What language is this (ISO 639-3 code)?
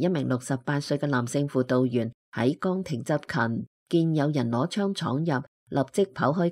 yue